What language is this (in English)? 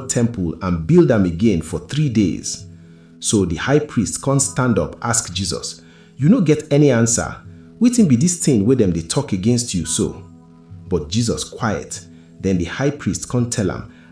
Nigerian Pidgin